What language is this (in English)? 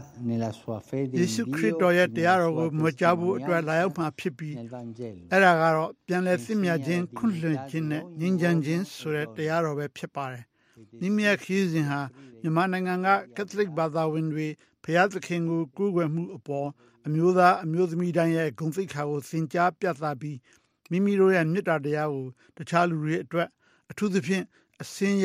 Burmese